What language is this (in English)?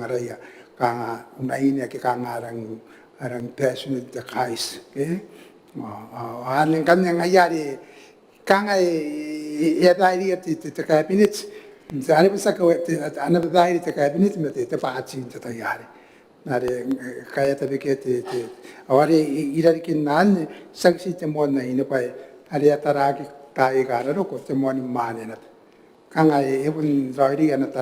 Gilbertese